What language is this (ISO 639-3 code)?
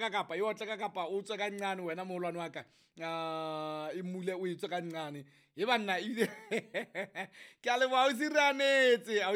sot